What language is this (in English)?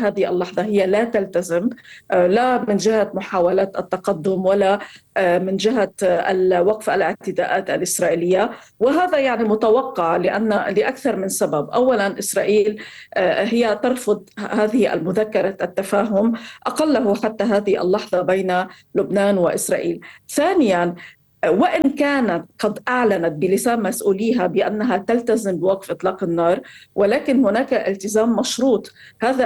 Arabic